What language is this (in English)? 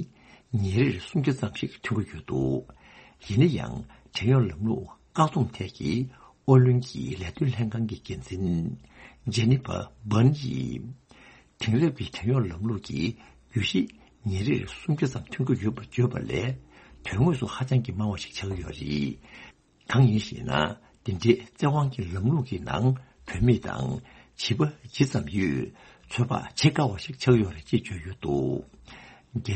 Tibetan